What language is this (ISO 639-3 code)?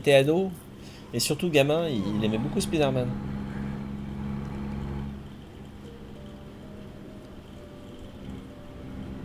fra